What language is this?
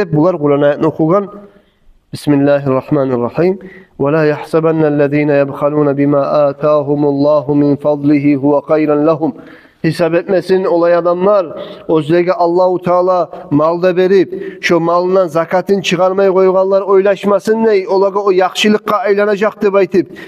Kumyk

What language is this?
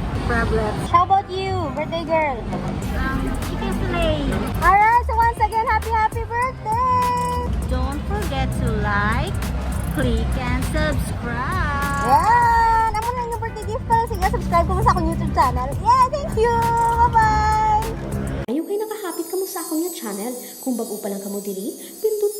Hiligaynon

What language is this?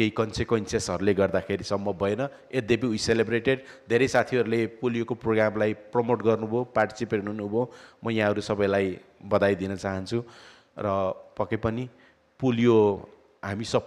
Nepali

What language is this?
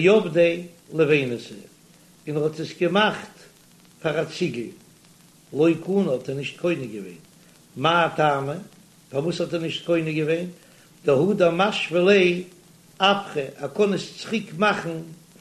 Yiddish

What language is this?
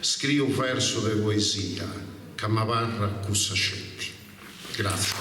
Sardinian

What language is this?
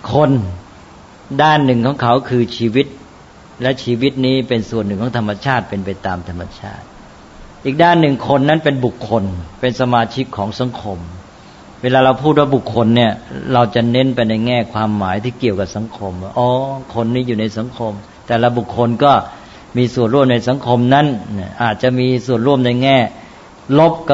Thai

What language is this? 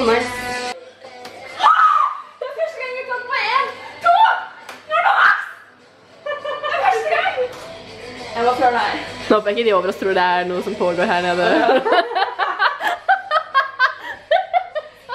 Norwegian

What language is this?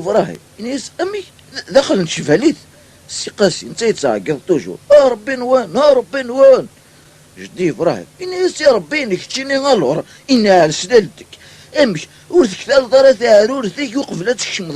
Kabyle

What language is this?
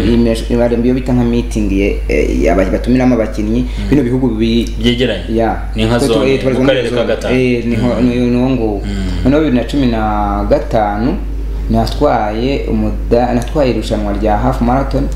Kinyarwanda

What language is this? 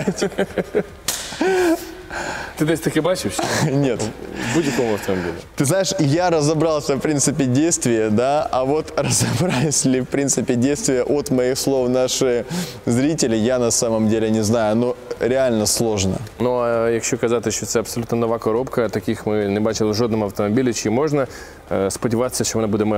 Ukrainian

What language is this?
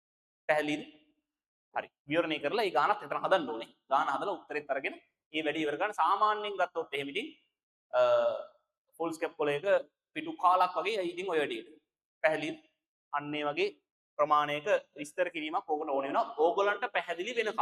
Sinhala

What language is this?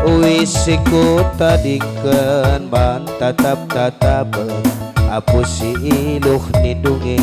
Batak Karo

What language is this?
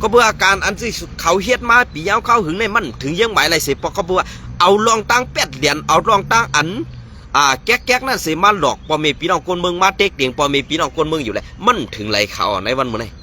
Shan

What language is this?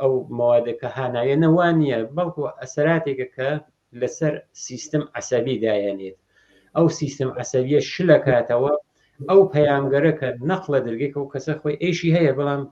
Central Kurdish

